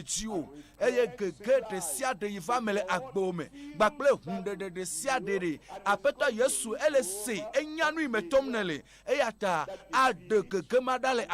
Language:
Ewe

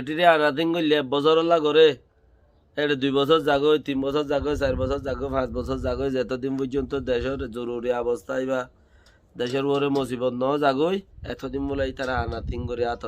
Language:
Rohingya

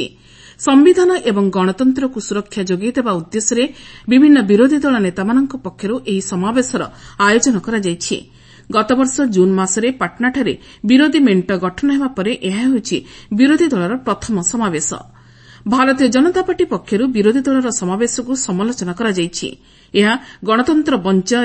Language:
Odia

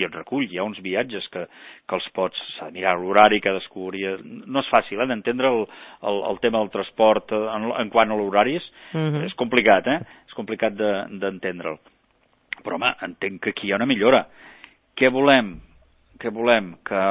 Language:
Catalan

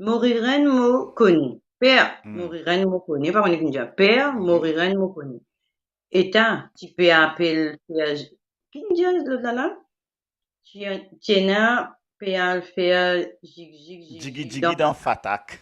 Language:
Morisyen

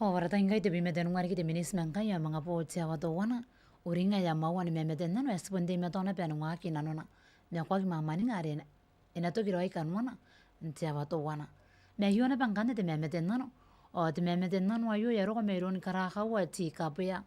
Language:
Gilbertese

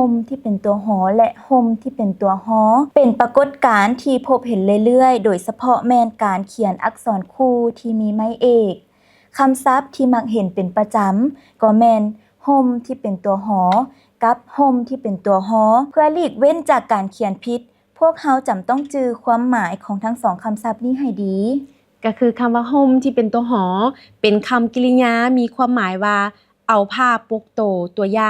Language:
Lao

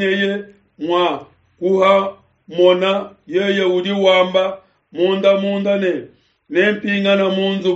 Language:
Luba-Lulua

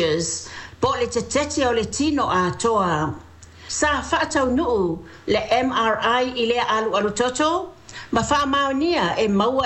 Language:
Samoan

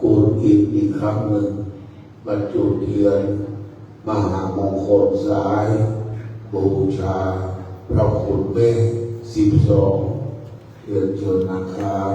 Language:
Pali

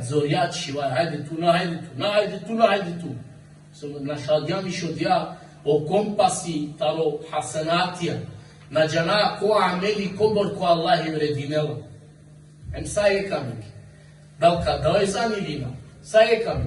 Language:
Balkan Romani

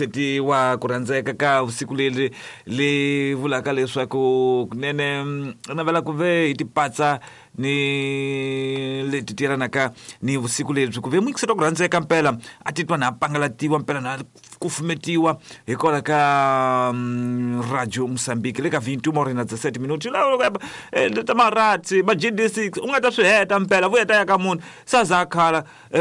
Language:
Tsonga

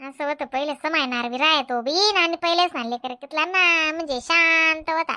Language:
Khandesi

